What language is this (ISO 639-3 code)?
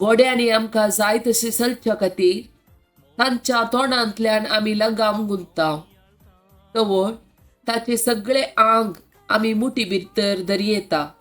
kok